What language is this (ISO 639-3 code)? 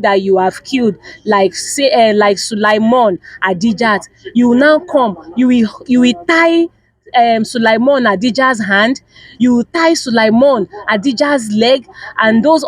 yor